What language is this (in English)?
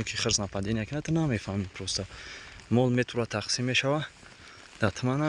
Tajik